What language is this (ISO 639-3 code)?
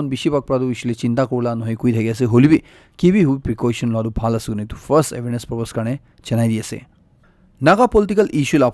nag